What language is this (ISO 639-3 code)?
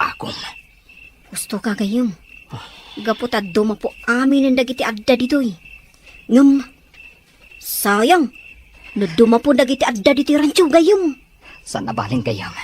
ilo